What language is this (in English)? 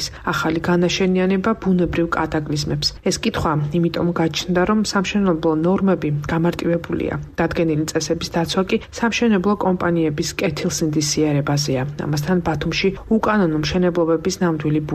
Georgian